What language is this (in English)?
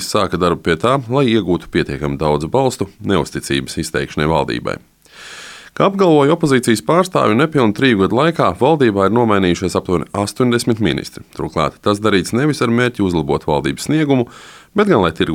Latvian